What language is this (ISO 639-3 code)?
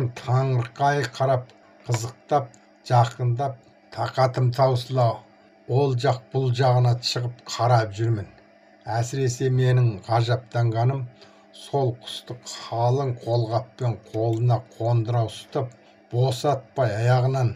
kaz